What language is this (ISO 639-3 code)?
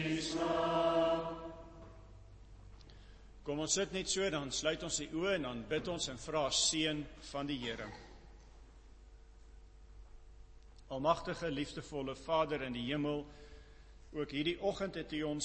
afr